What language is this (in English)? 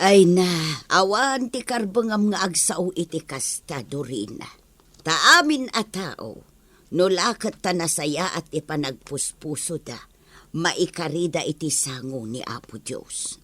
Iloko